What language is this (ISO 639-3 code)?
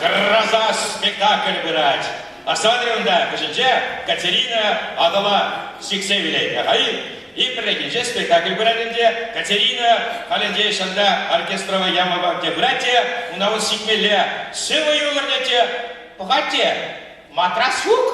chv